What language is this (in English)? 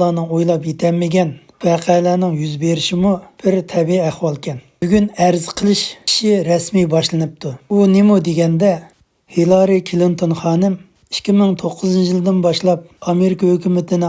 Uyghur